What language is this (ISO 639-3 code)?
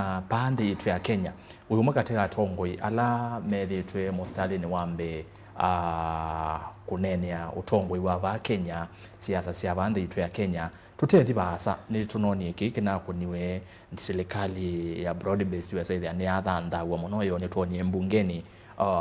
kam